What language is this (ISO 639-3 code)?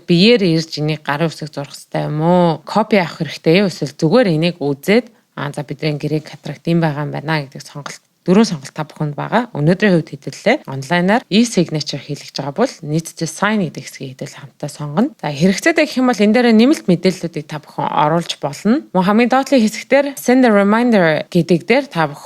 mon